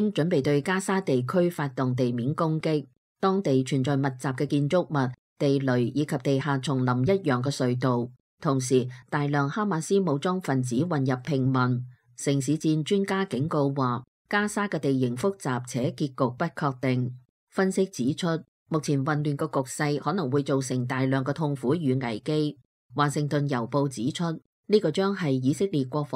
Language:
Cantonese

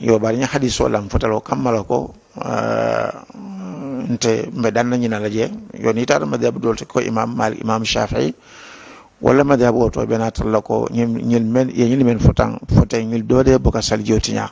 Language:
Mandingo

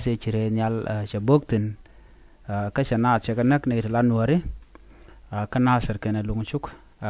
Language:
Nuer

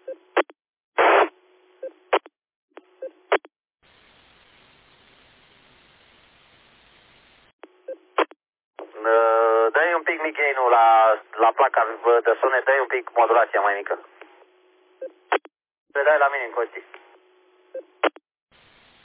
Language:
Romanian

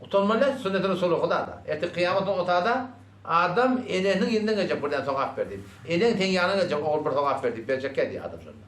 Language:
Turkmen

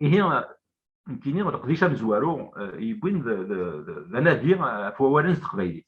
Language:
Kabyle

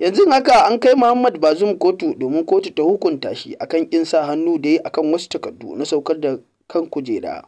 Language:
Hausa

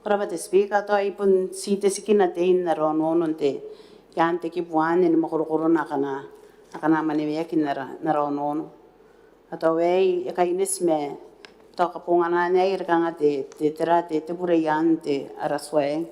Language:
Gilbertese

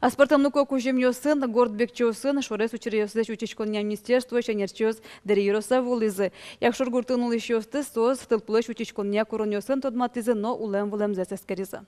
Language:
Udmurt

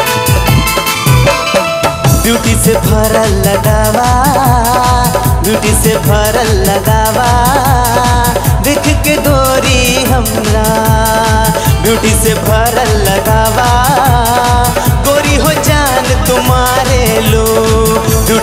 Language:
Bhojpuri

